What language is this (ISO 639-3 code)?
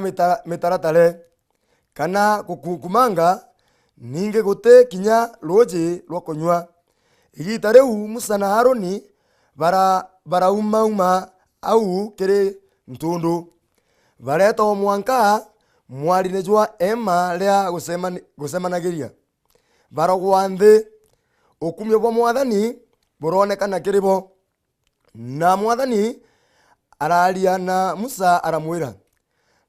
mer